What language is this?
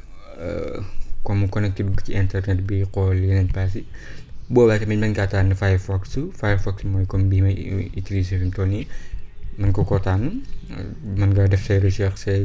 Wolof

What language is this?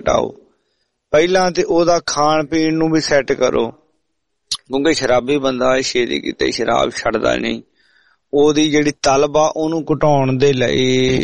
Punjabi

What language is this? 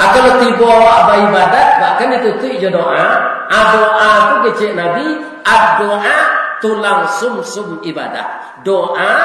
Minangkabau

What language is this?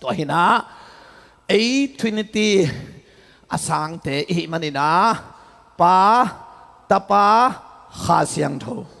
Tedim Chin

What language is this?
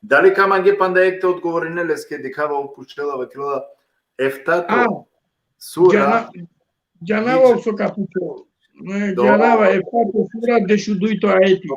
Balkan Romani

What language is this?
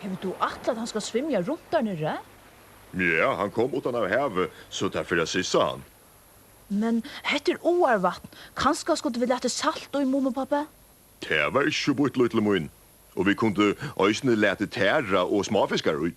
Faroese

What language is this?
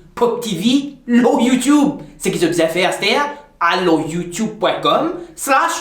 Morisyen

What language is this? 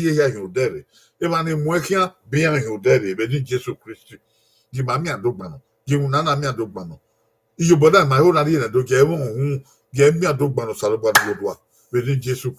Bini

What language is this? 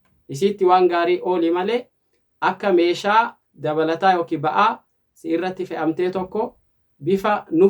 Oromo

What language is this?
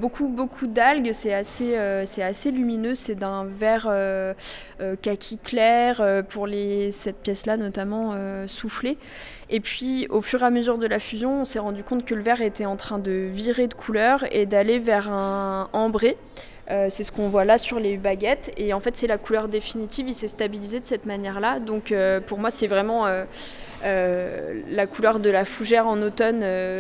French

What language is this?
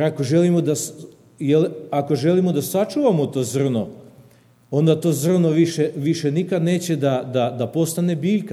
Serbian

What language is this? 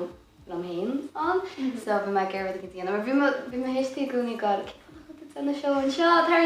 Irish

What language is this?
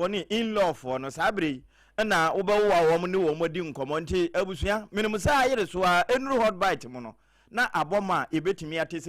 Akan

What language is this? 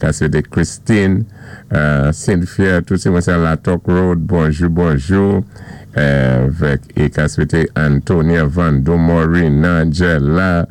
Saint Lucian Creole French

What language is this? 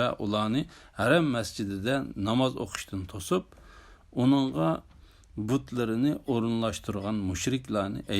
Uyghur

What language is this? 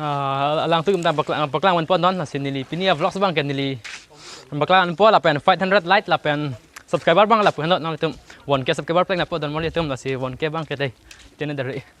Karbi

